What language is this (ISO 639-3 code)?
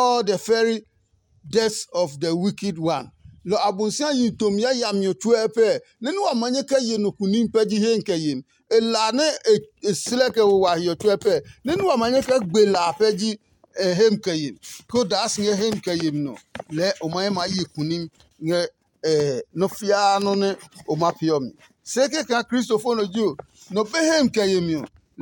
ada